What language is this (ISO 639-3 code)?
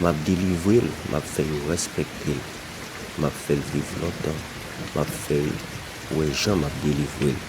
hat